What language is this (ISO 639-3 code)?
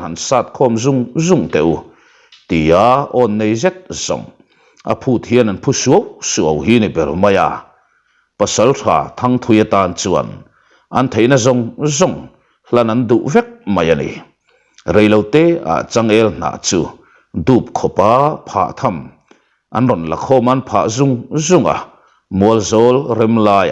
lus